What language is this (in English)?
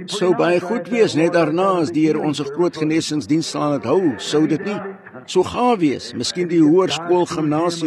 Afrikaans